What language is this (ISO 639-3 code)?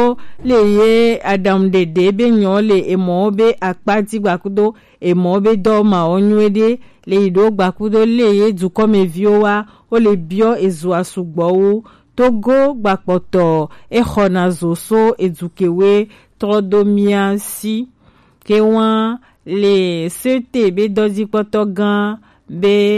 gej